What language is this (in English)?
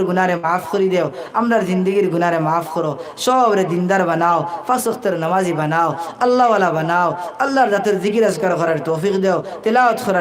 Sylheti